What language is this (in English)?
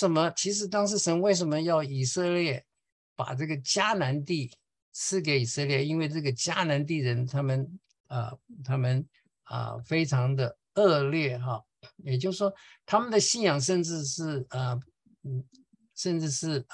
Chinese